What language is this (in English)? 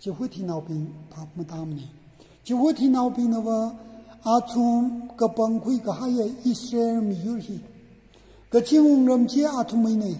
Tangkhul Naga (India)